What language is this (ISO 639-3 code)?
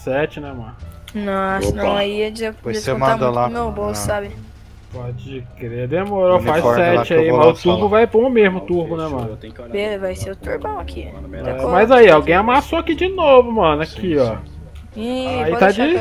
por